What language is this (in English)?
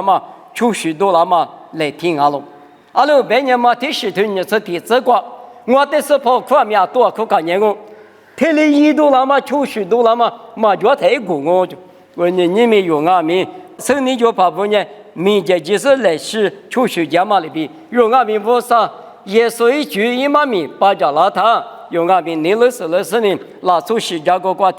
Lisu